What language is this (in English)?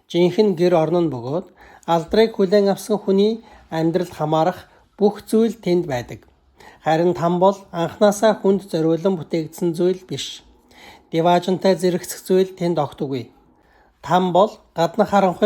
Mongolian